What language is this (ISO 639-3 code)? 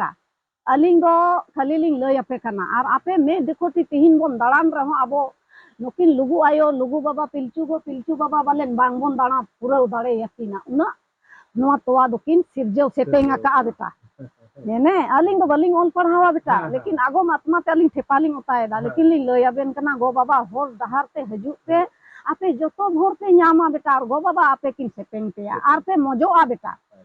sat